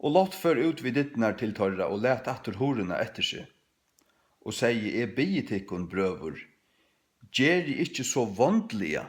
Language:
Faroese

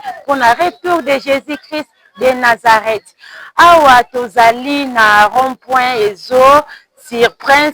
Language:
Lingala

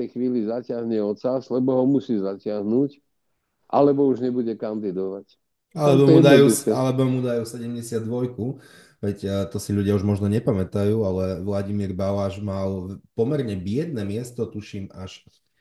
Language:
Slovak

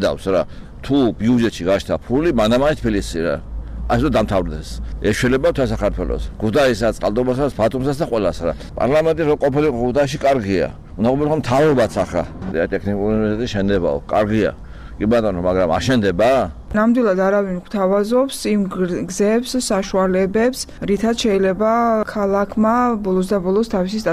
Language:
Georgian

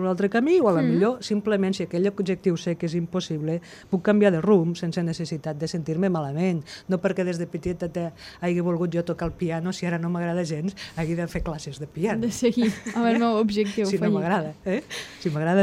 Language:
Catalan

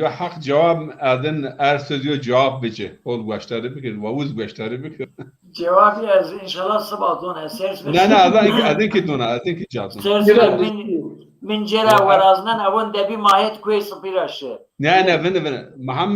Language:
Zaza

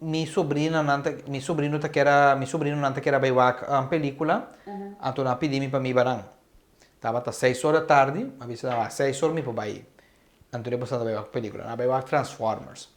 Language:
Papiamento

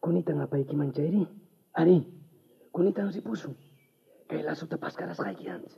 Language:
South Bolivian Quechua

